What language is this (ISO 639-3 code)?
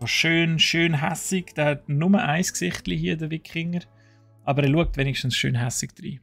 gsw